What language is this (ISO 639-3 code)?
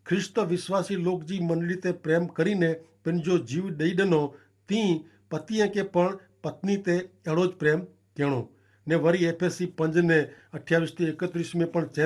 kfr